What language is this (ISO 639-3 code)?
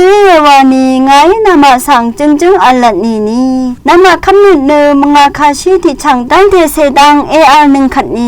raw